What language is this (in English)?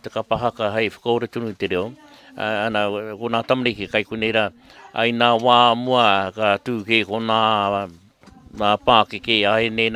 Māori